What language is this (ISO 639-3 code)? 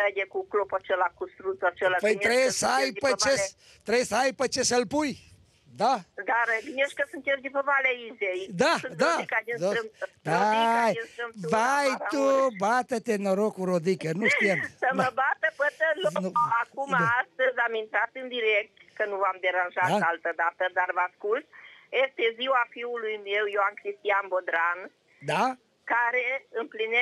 ron